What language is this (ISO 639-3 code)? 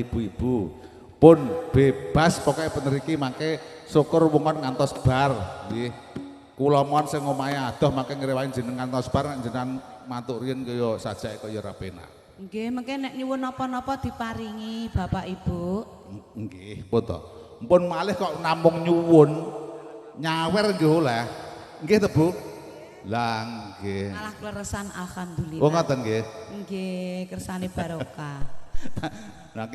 jav